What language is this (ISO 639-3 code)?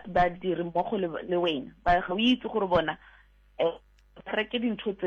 sot